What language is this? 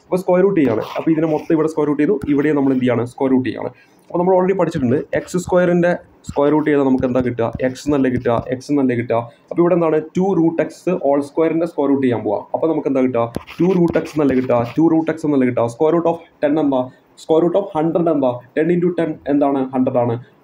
Malayalam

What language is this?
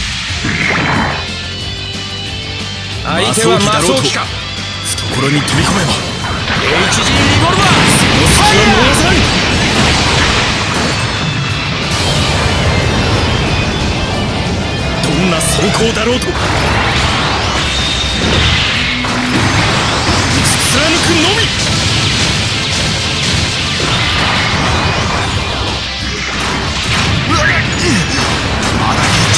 Japanese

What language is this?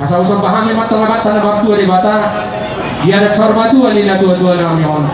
Batak Toba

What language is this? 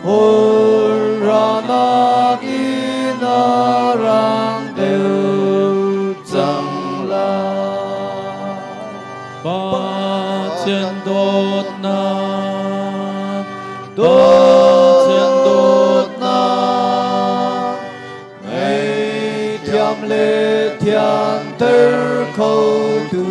Hakha Chin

